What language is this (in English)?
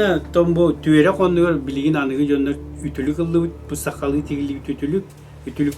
Yakut